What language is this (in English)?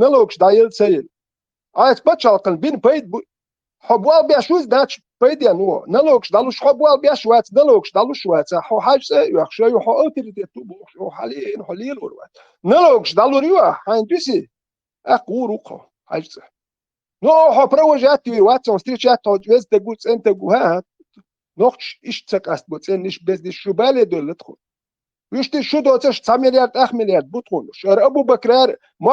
Chechen